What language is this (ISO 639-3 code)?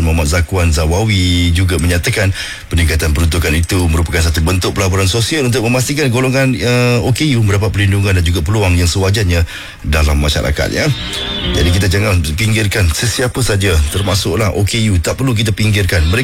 msa